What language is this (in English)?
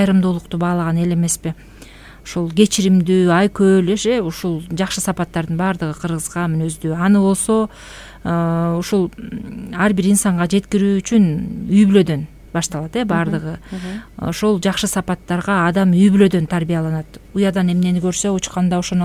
Kyrgyz